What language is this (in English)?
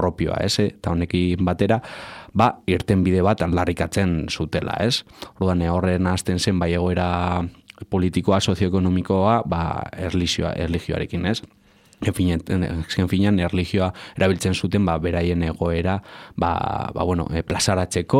Basque